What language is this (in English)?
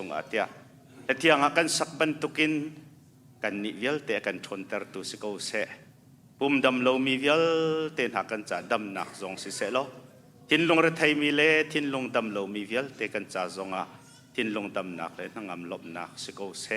Hakha Chin